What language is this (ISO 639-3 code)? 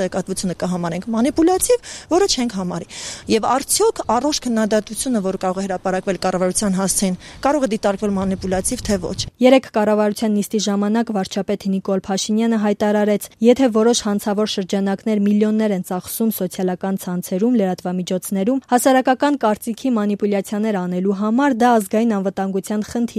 hye